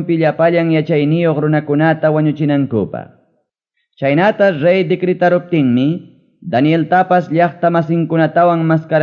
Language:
Ayacucho Quechua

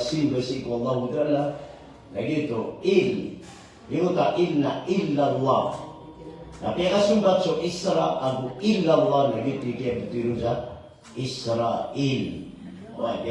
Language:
Maranao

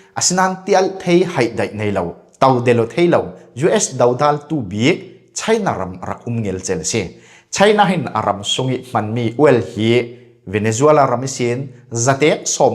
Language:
Falam Chin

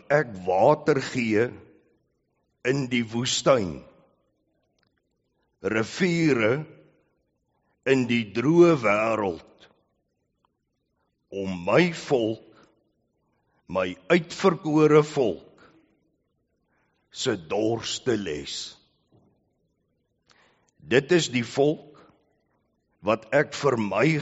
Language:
Afrikaans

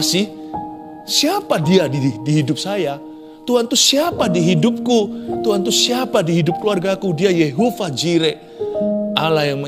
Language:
Indonesian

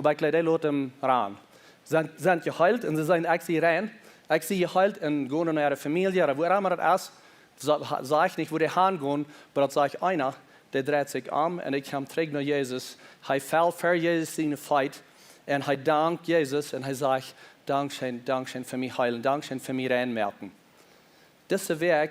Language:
Plautdietsch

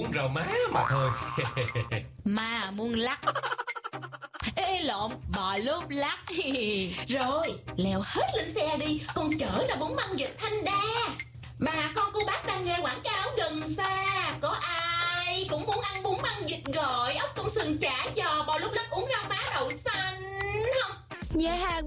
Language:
Vietnamese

